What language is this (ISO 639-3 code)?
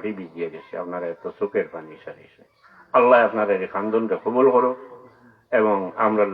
syl